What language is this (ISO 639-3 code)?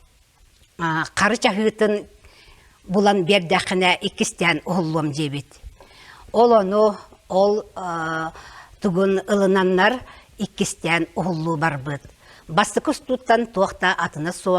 sah